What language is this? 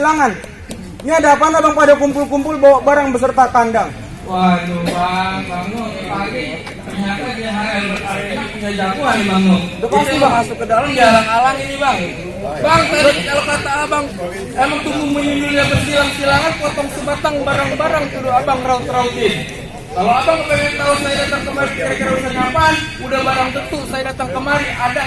Betawi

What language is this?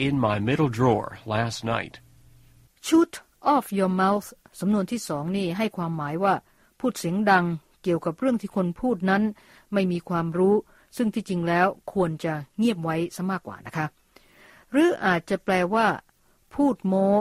Thai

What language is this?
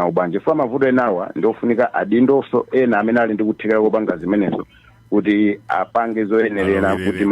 Nyanja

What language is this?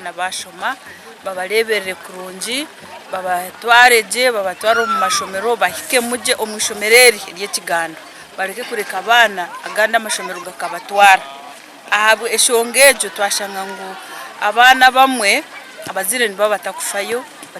Nyankole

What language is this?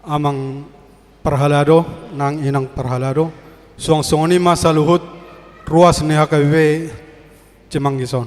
Batak Toba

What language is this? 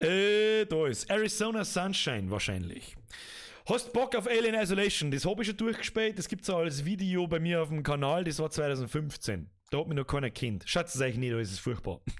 Bavarian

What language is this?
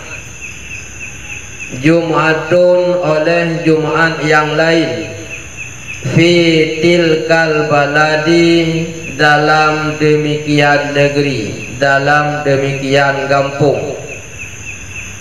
Malay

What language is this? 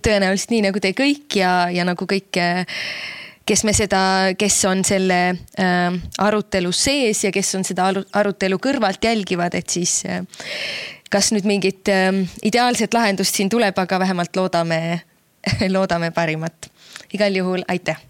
Estonian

